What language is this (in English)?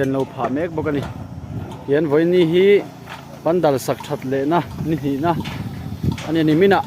Mizo